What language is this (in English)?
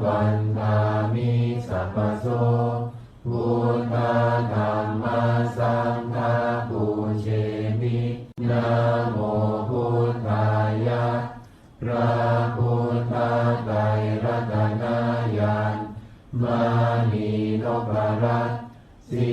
Pali